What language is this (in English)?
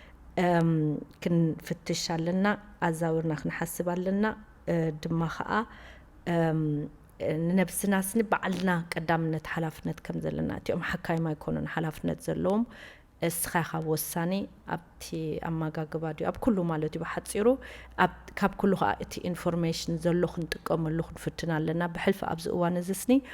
Tigrinya